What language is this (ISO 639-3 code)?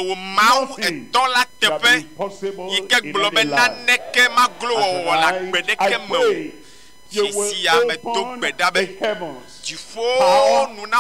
ewe